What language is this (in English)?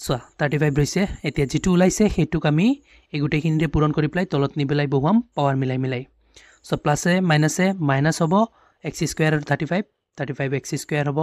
Assamese